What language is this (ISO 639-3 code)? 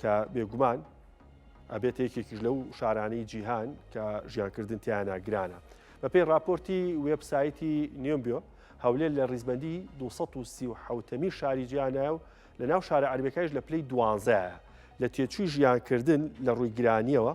ckb